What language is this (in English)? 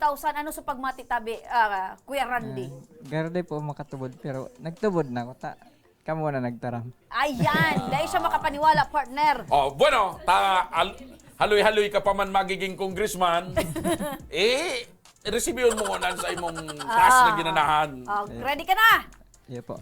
Bikol